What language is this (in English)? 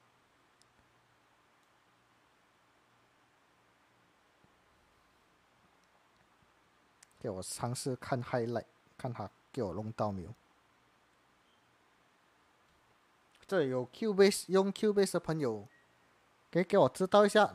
Chinese